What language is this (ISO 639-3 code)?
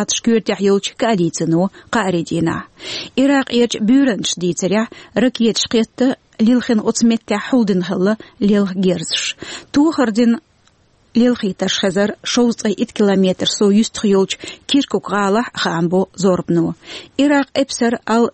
che